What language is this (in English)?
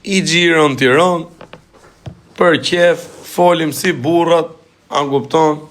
Albanian